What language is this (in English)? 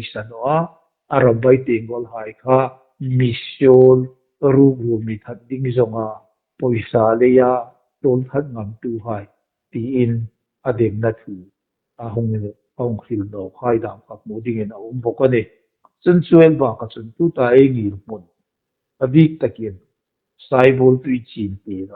Hmar